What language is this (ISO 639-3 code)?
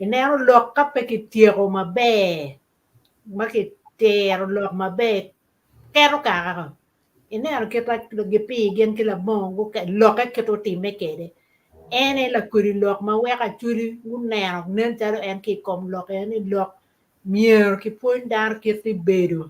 ach